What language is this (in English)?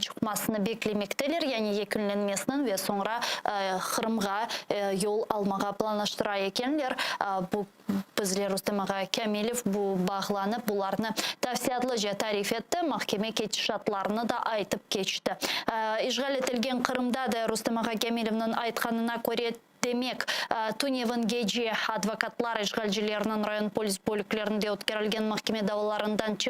Crimean Tatar